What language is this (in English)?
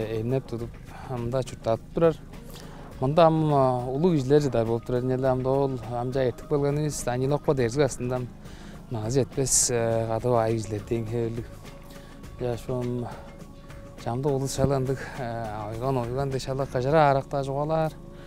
Tuvinian